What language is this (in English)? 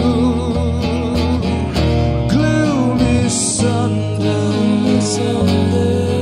English